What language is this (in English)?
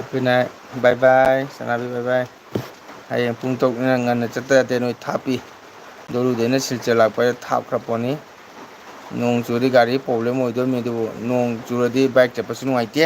Manipuri